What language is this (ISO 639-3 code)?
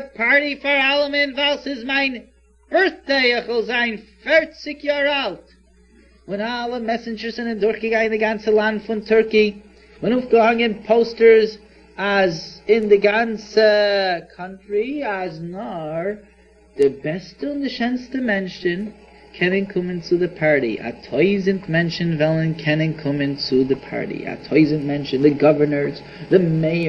yid